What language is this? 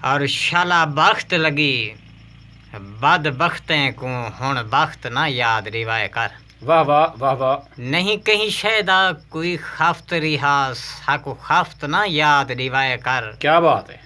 Saraiki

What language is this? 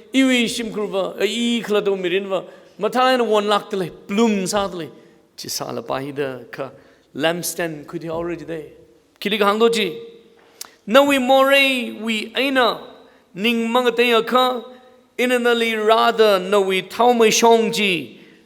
Tangkhul Naga (India)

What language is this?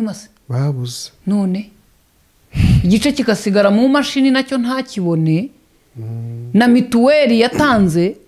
Kinyarwanda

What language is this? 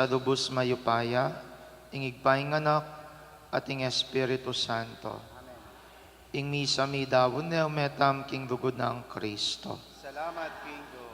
Pampanga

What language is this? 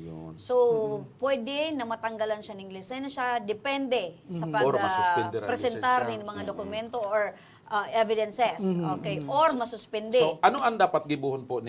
Bikol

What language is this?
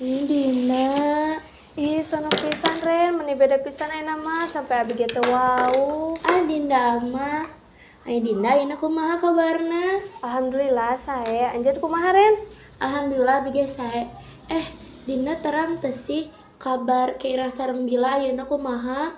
Sundanese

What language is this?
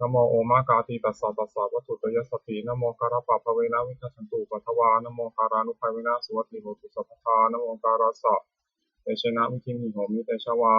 Pali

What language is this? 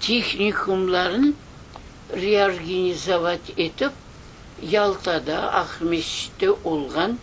Crimean Tatar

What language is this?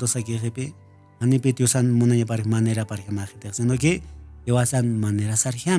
Aymara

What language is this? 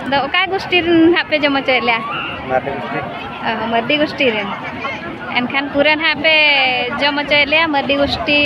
Santali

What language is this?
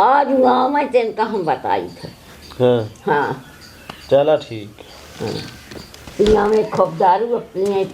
Awadhi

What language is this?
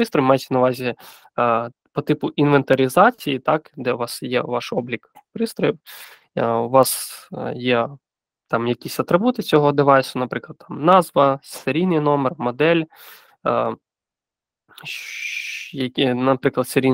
Ukrainian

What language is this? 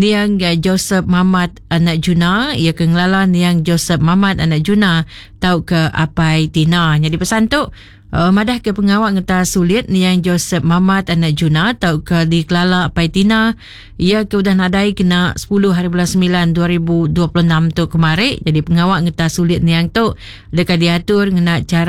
Iban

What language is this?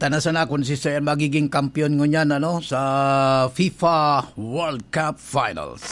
Bikol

